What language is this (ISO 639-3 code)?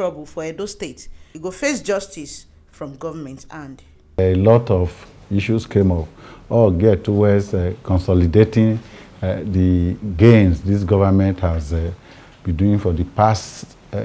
pcm